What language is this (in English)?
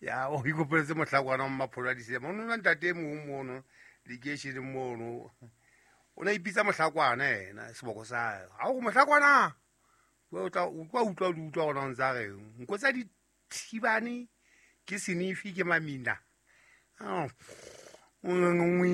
Southern Sotho